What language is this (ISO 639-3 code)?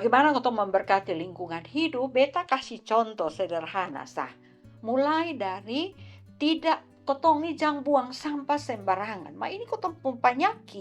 mkn